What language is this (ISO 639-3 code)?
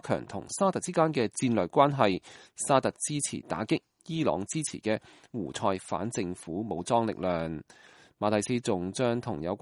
yue